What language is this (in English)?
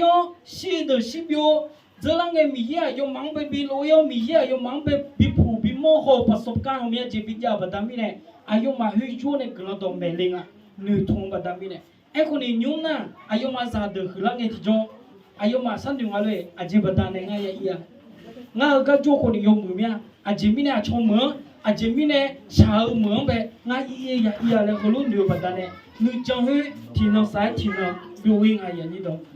Akha